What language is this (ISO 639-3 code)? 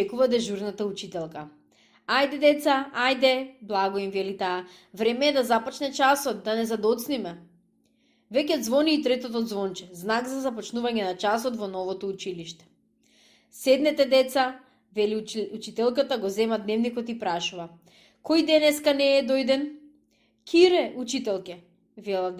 mkd